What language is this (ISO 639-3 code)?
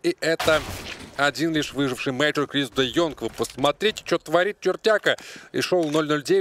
rus